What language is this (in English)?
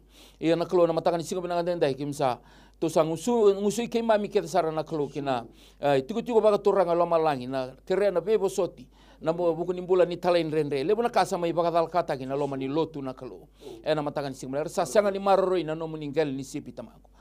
Fijian